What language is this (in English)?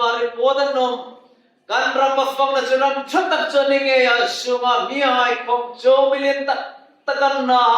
Hmar